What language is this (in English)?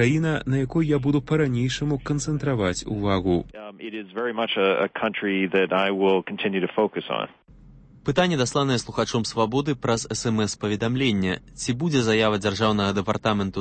Belarusian